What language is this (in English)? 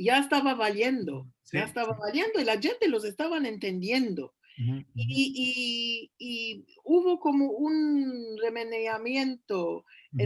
Ladino